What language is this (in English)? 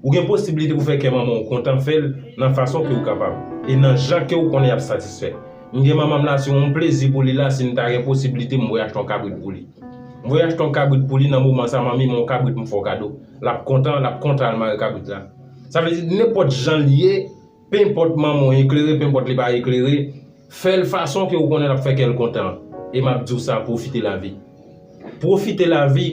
Haitian Creole